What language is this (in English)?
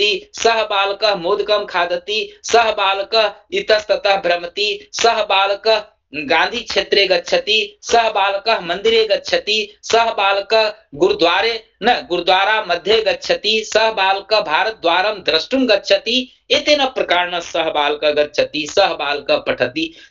Sanskrit